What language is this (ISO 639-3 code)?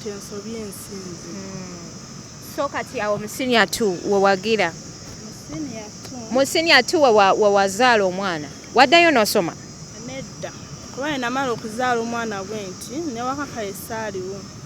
lug